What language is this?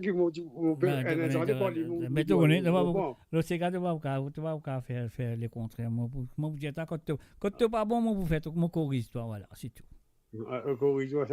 Morisyen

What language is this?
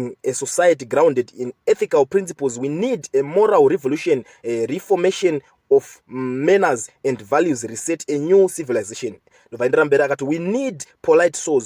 Shona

